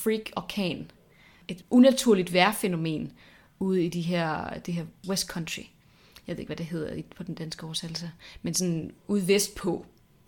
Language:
Danish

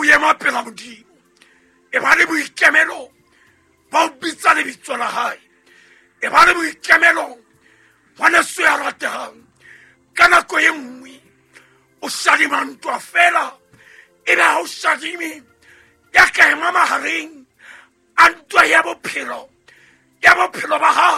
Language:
Southern Sotho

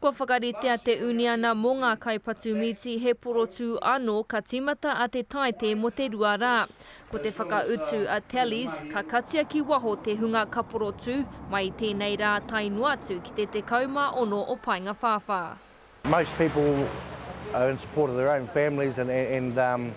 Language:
Māori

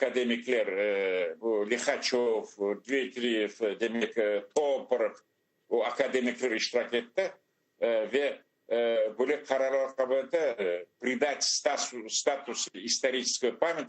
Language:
Crimean Tatar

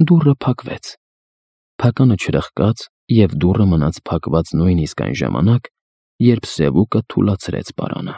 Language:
Armenian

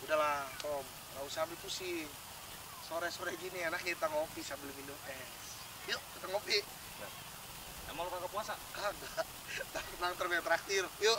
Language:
Betawi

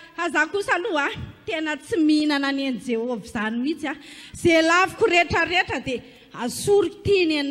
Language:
Malagasy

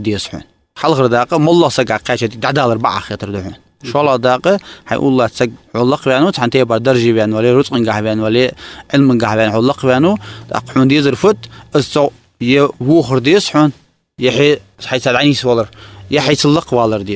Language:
Ingush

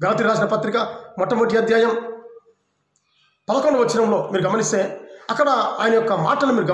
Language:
Telugu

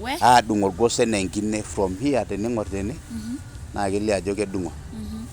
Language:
Masai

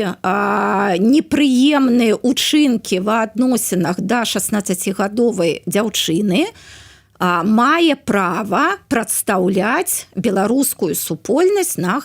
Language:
Belarusian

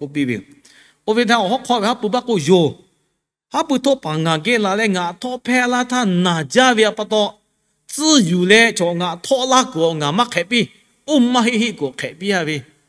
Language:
Lahu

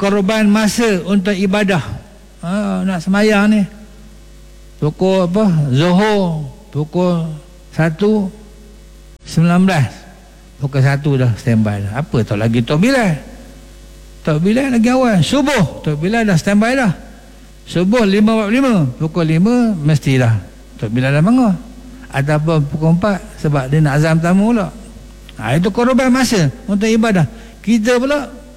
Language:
Malay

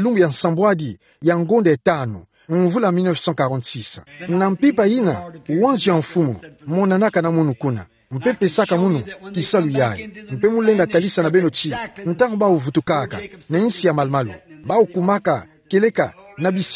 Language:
Kituba (Democratic Republic of Congo)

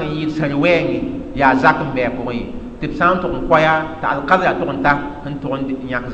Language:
Mossi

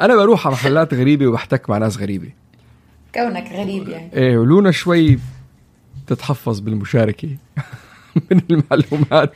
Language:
North Levantine Arabic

